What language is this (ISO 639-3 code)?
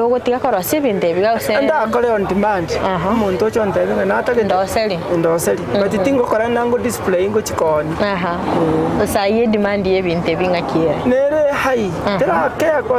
guz